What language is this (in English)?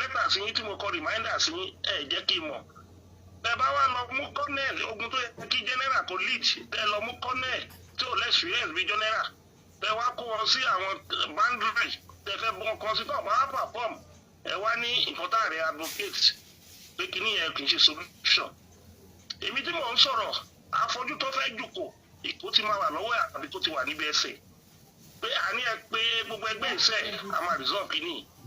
Yoruba